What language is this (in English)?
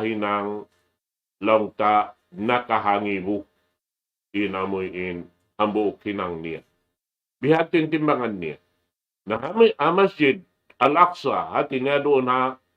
Tausug